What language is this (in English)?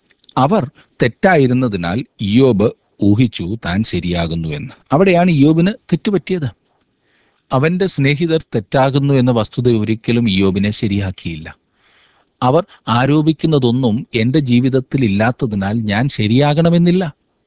Malayalam